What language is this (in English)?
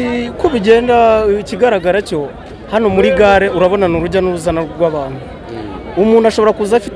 Kinyarwanda